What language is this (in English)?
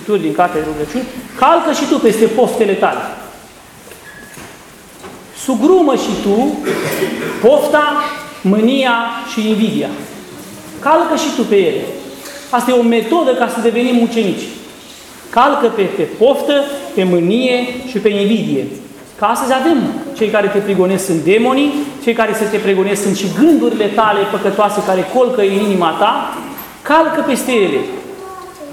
Romanian